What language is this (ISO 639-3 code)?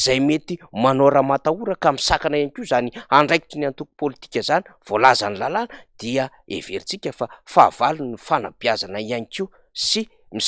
mlg